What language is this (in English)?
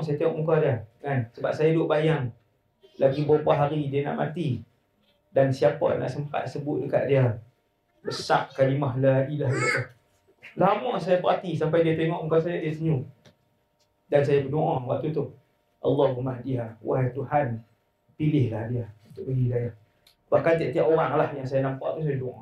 Malay